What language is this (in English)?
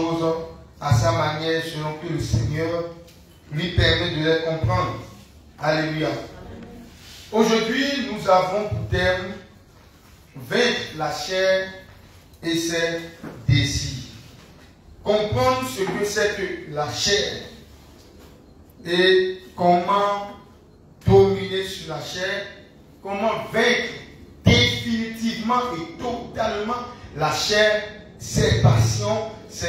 French